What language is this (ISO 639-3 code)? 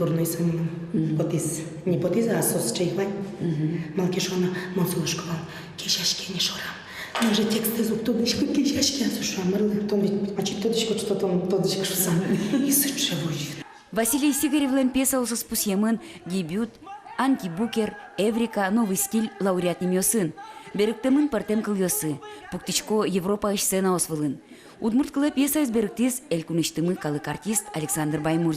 udm